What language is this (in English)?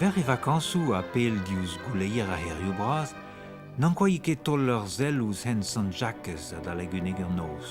Breton